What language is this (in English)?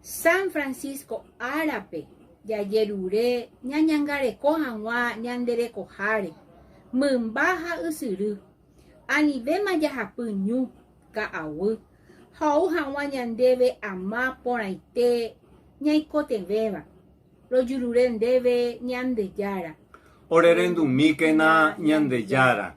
Guarani